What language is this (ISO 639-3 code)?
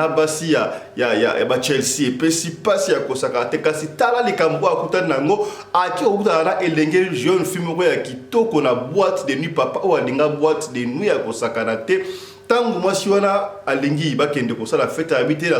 lin